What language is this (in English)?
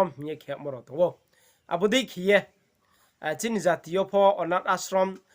Riang (India)